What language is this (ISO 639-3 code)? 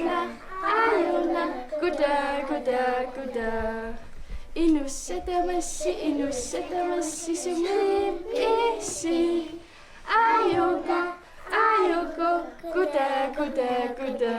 kal